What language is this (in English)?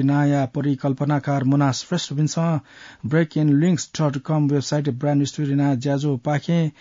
Newari